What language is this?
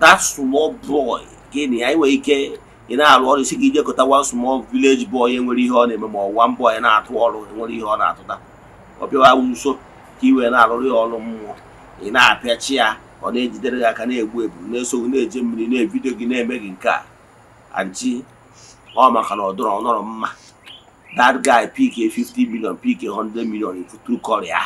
Igbo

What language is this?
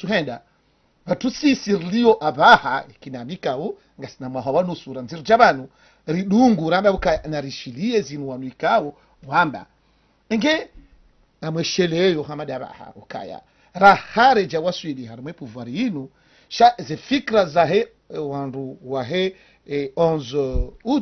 Ngazidja Comorian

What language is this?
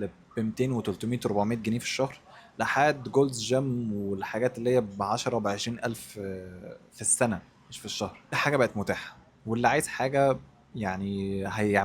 Egyptian Arabic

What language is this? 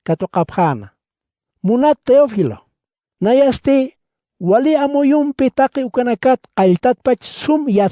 Aymara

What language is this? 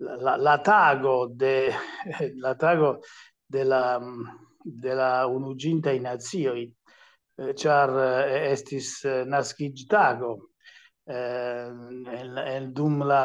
Esperanto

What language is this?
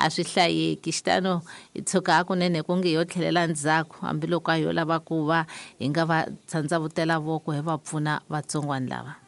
Tsonga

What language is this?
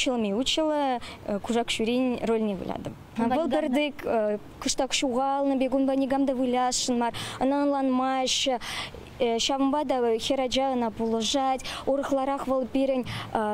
Chuvash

